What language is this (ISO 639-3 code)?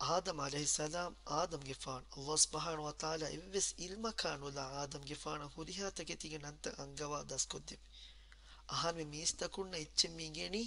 div